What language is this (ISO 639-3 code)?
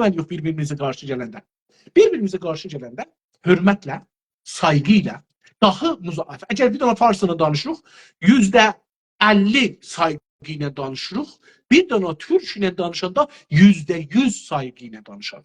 azb